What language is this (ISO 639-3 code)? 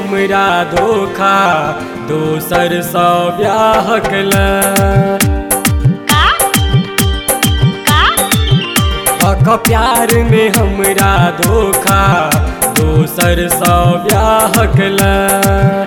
bho